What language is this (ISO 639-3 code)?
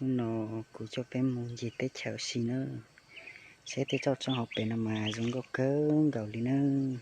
hmn